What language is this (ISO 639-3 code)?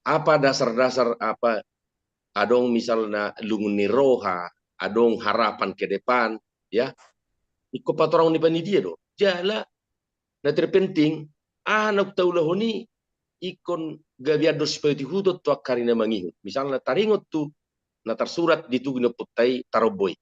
bbc